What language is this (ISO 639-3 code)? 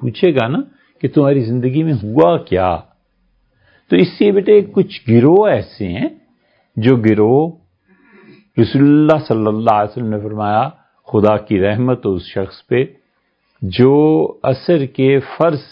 urd